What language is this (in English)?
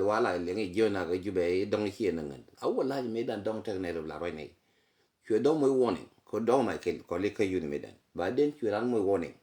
Nuer